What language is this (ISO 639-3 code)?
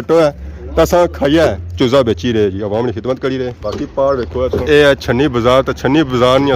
phr